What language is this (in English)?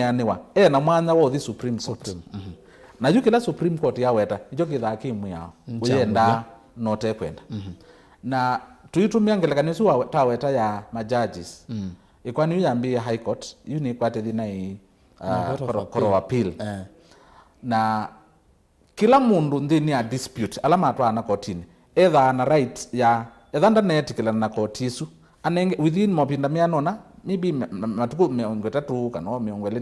Kamba